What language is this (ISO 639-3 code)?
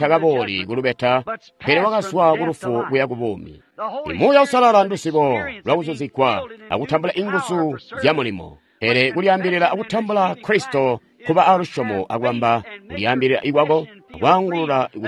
toi